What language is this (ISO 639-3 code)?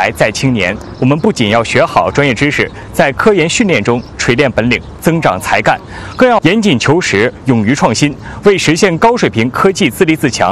zho